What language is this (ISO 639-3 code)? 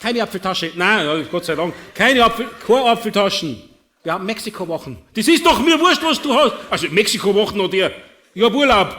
bar